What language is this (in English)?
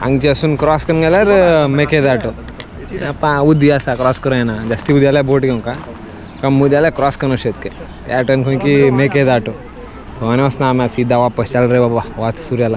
Konkani